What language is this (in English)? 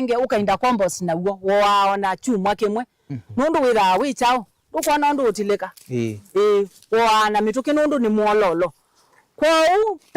Kamba